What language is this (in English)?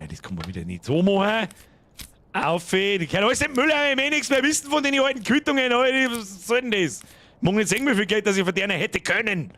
Bavarian